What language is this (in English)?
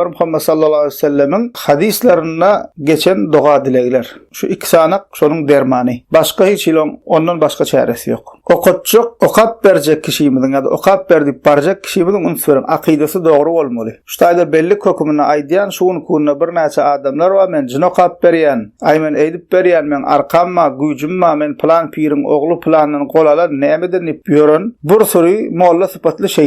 Turkmen